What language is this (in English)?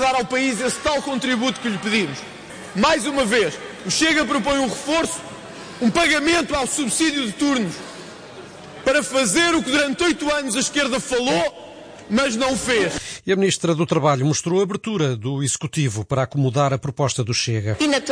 Portuguese